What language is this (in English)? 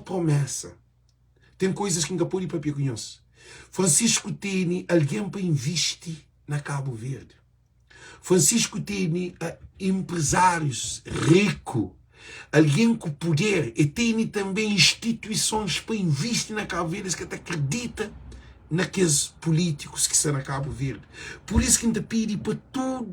Kabuverdianu